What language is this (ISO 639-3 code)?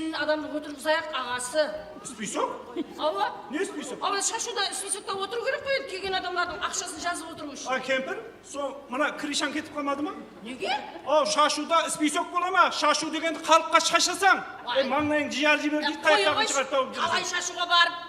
kaa